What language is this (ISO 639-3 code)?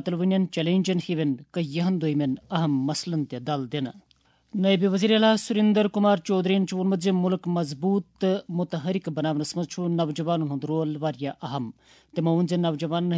kas